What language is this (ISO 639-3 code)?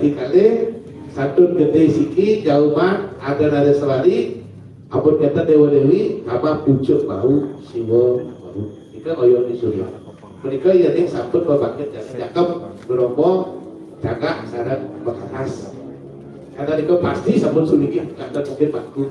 ban